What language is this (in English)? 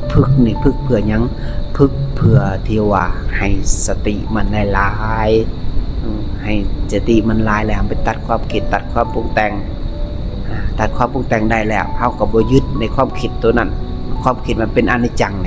Lao